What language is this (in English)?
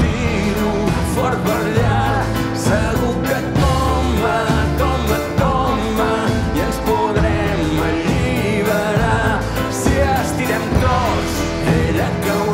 Catalan